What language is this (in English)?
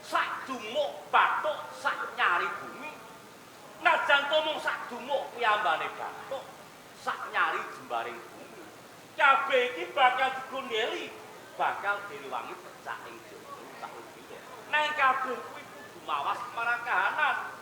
Javanese